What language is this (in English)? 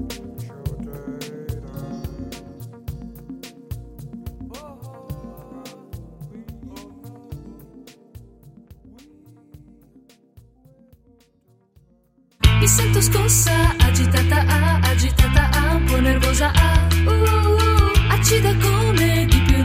Italian